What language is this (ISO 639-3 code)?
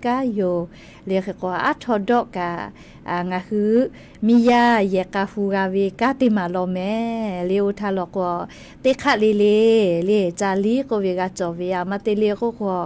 lhu